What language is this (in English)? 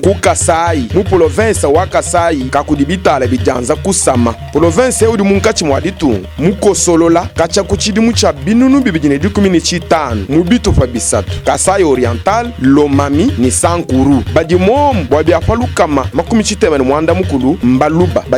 Luba-Lulua